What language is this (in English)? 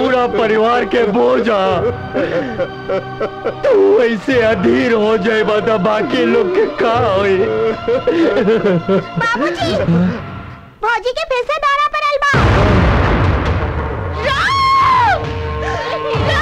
Bhojpuri